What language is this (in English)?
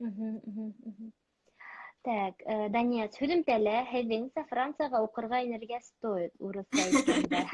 Bashkir